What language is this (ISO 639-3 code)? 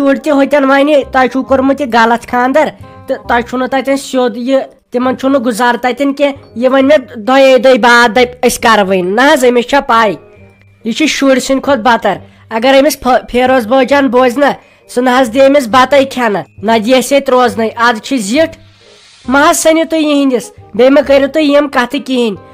kas